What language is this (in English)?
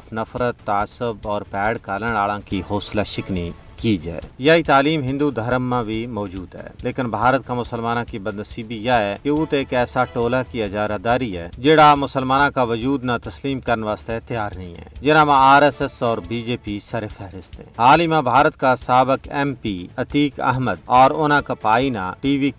Gujari